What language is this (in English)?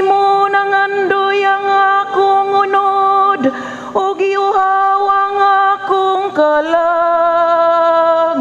Cebuano